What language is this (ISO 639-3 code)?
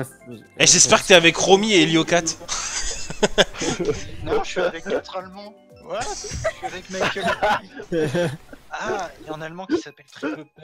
fra